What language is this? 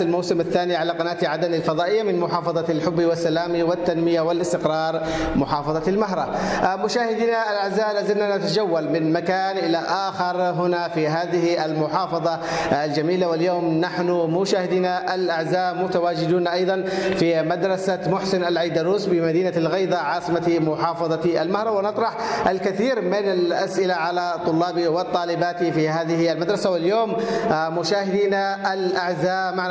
Arabic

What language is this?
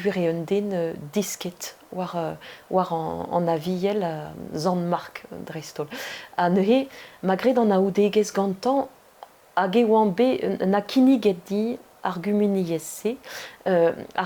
Breton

